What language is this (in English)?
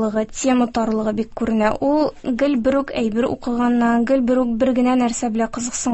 Tatar